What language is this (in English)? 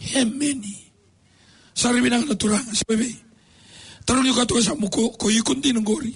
Fijian